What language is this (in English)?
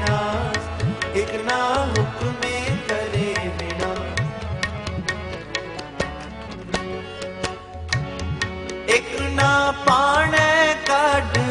Punjabi